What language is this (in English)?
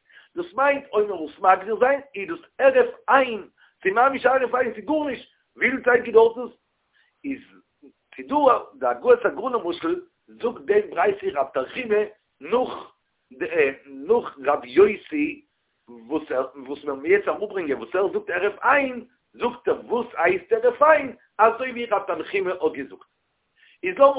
Yiddish